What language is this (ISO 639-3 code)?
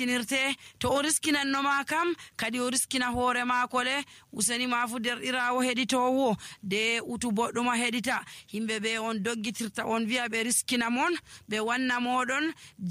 fuv